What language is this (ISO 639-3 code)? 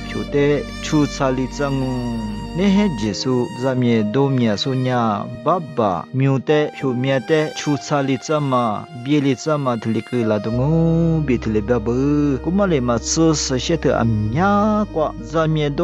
lis